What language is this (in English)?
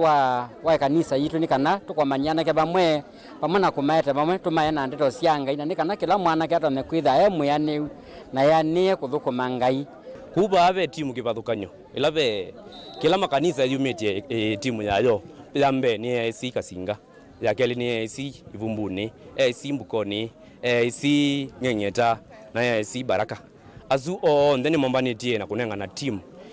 Kamba